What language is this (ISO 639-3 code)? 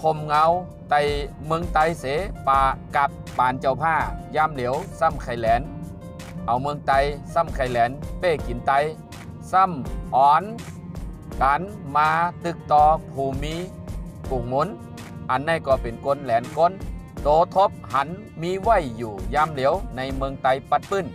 shn